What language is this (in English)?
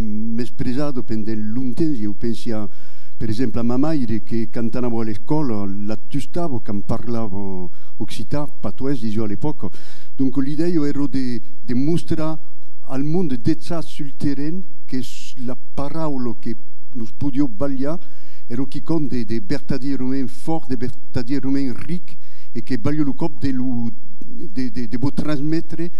Occitan